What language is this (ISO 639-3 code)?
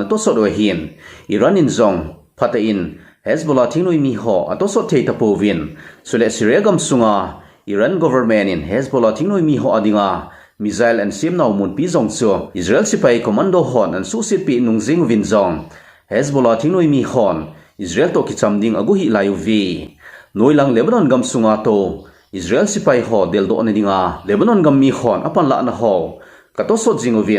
tcz